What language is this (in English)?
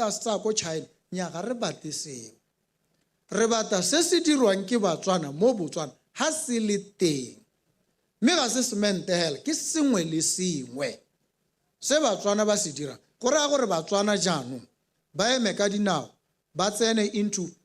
Tswana